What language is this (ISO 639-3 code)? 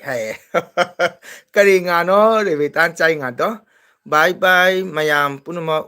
mni